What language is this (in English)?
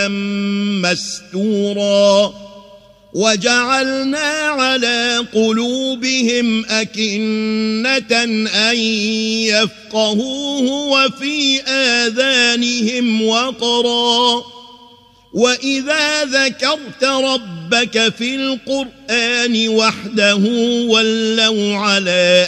Arabic